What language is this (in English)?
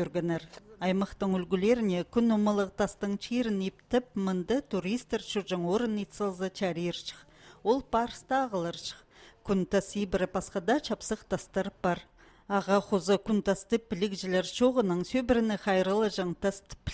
Khakas